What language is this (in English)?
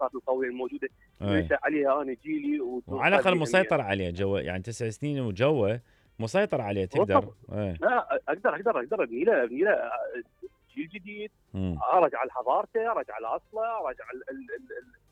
Mesopotamian Arabic